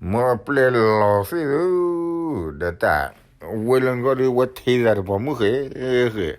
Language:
S'gaw Karen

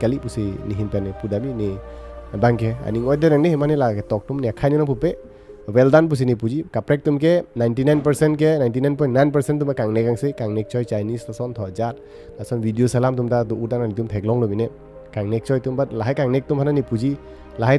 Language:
Karbi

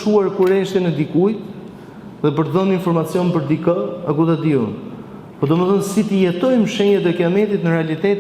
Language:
Albanian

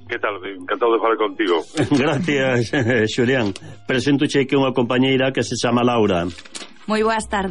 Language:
Galician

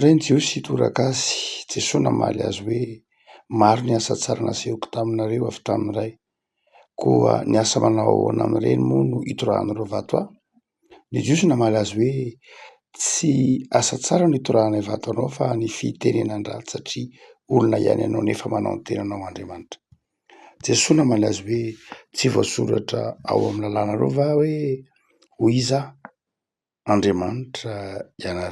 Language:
Malagasy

